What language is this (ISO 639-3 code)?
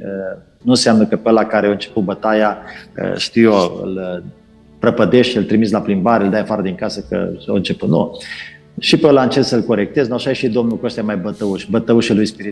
ron